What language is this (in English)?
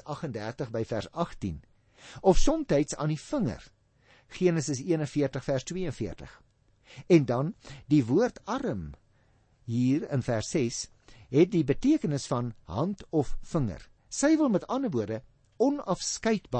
Afrikaans